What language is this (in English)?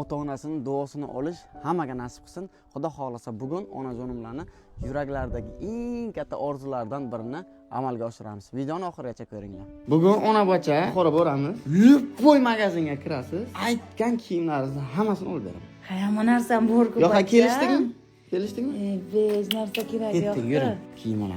Uzbek